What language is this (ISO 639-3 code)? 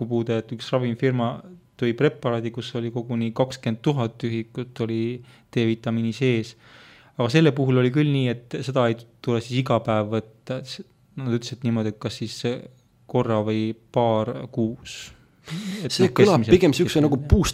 est